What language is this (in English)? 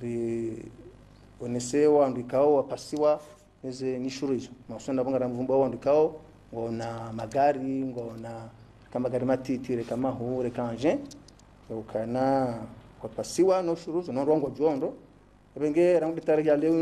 Ngazidja Comorian